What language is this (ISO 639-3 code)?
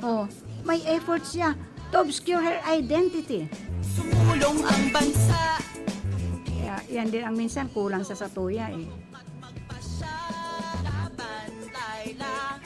bik